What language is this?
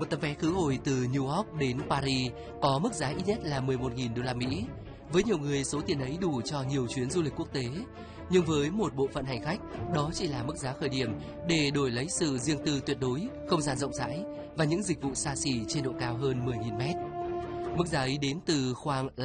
Vietnamese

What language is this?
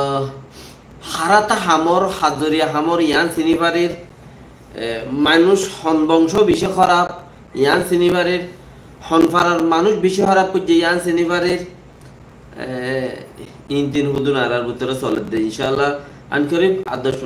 Rohingya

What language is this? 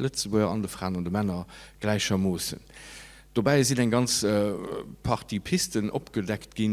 Luxembourgish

